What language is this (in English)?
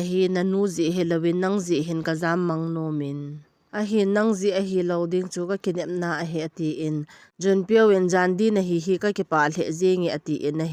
Thado Chin